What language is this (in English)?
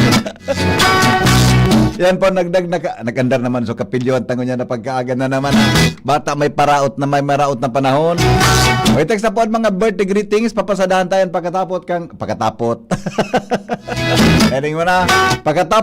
Bikol